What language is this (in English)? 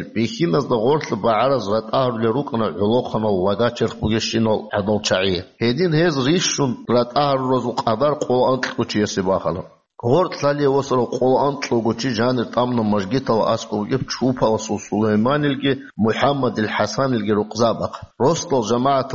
Avaric